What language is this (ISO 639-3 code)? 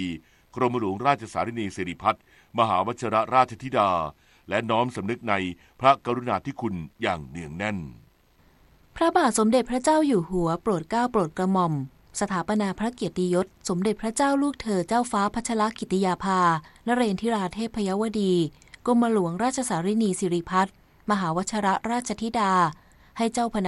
tha